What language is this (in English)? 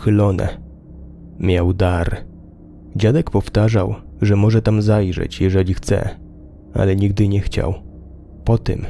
Polish